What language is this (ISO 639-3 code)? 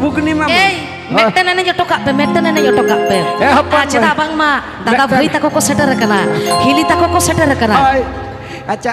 sat